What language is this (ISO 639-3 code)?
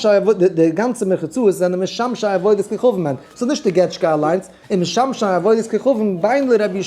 yid